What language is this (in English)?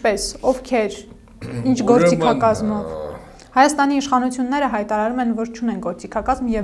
Armenian